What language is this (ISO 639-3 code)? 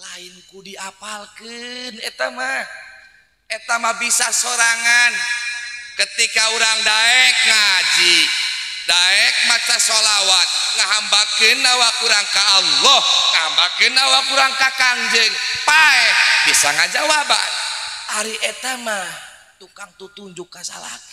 sun